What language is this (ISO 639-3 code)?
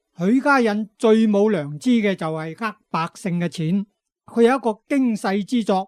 yue